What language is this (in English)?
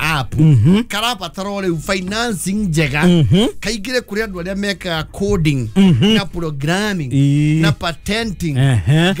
Kikuyu